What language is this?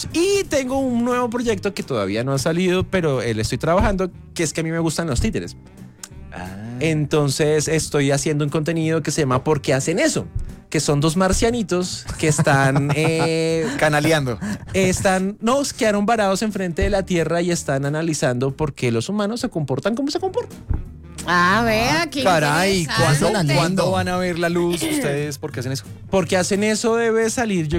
Spanish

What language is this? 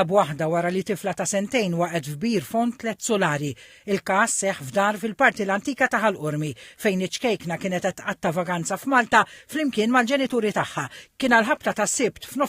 Maltese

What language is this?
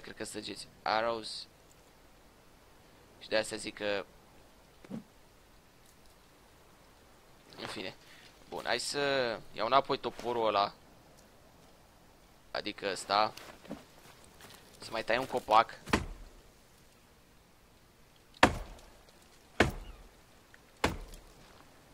Romanian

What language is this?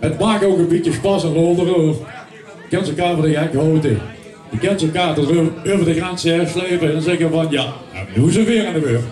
Limburgish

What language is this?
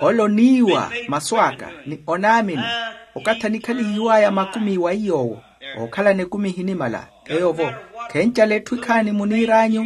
Makhuwa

